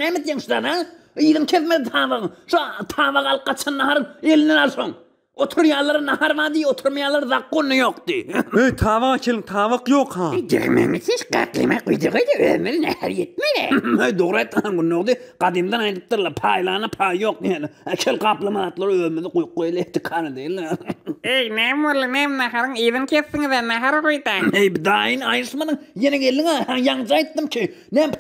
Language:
Turkmen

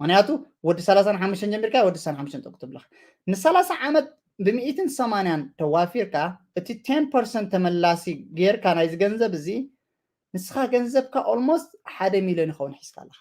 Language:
Tigrinya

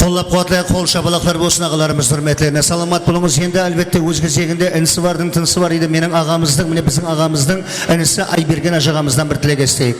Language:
Kara-Kalpak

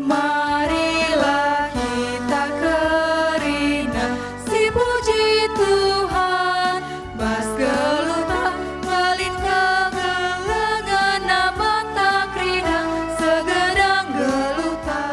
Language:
Batak Karo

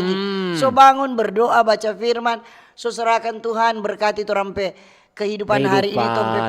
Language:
Manado Malay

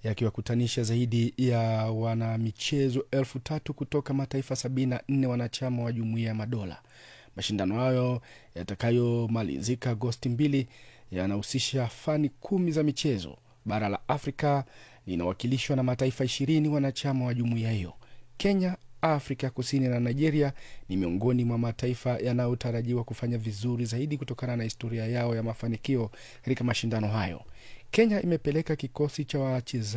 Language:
Swahili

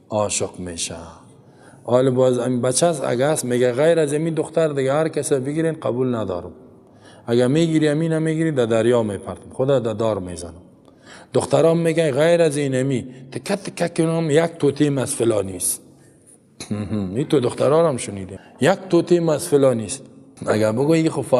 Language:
Persian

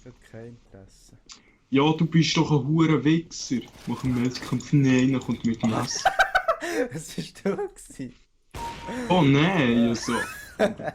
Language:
Swiss German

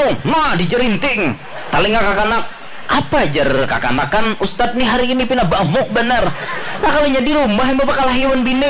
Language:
Banjar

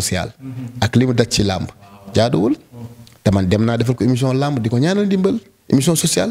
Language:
Wolof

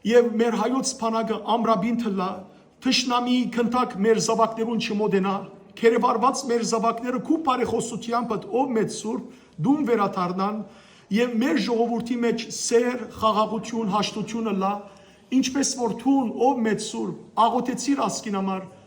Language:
Western Armenian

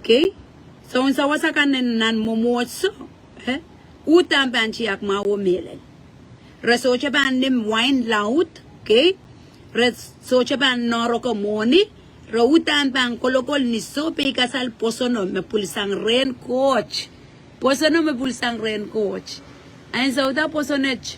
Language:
Pohnpeian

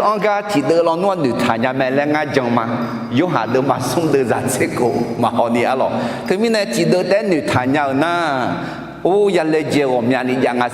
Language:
Akha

